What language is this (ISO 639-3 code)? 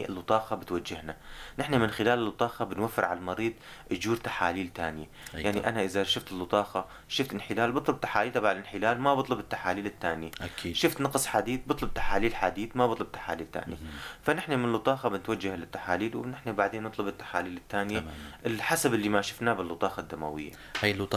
apc